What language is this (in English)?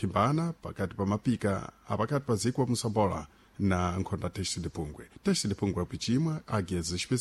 Sena